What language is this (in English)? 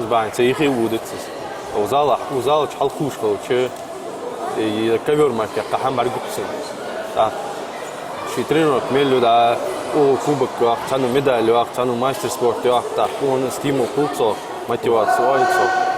Ingush